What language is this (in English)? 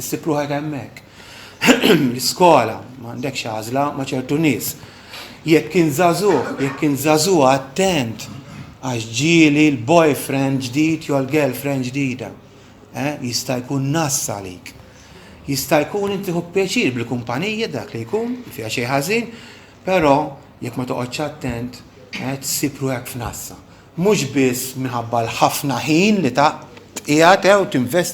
Maltese